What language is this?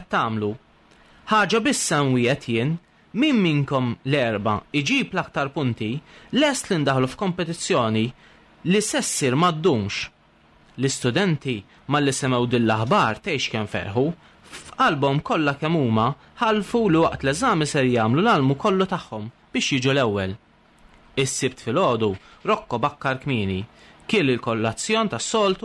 Maltese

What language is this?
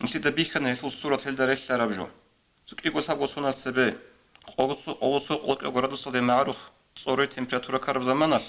Avaric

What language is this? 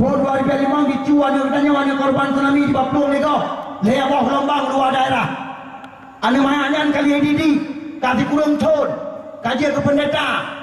Achinese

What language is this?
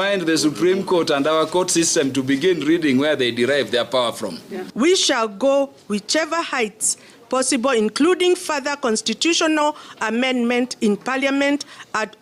Gusii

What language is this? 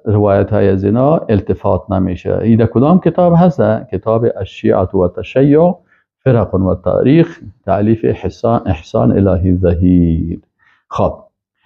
Persian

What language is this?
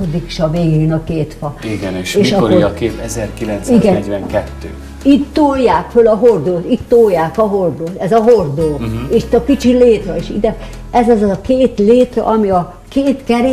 Hungarian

